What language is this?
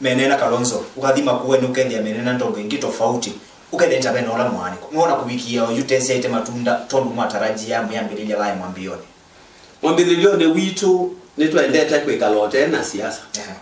Kamba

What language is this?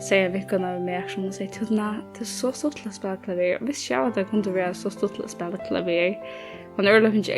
Faroese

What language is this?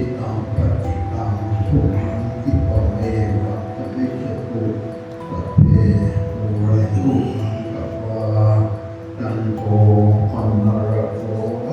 Pali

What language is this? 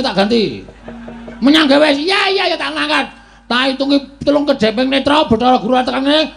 Javanese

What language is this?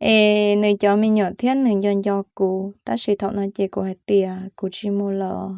Hmong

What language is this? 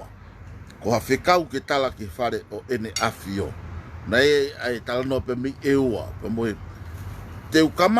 Tongan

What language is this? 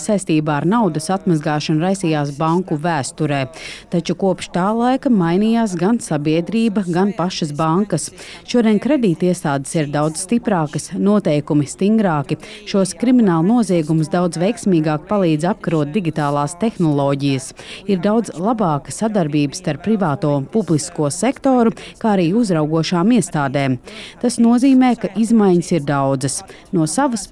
Latvian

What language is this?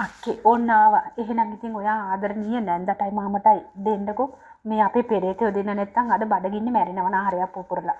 Sinhala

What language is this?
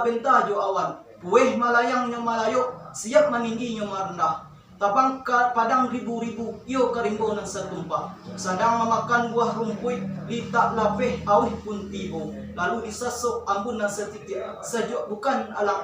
Minangkabau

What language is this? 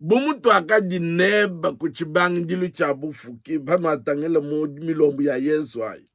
Luba-Lulua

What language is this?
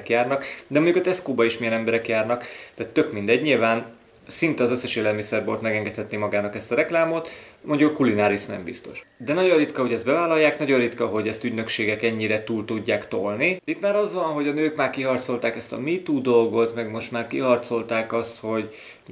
Hungarian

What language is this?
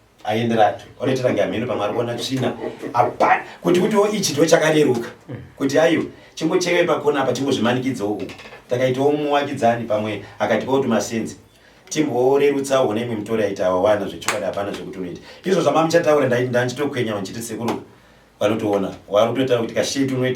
Shona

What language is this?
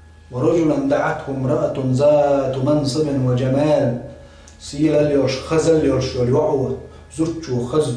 Chechen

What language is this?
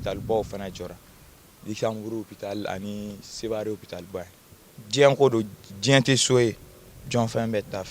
Bambara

